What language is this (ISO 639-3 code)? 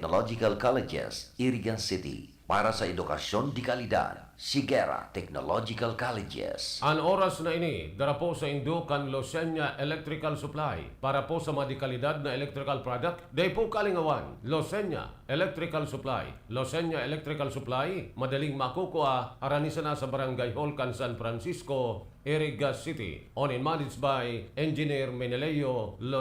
bik